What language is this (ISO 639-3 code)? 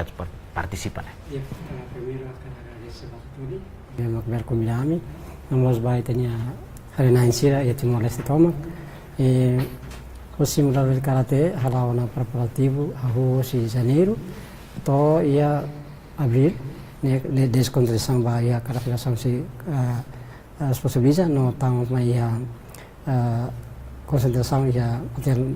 tet